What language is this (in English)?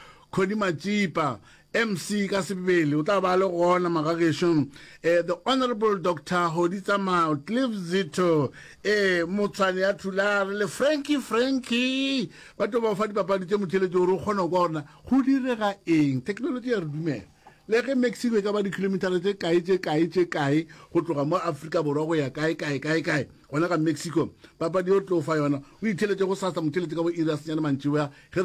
Northern Sotho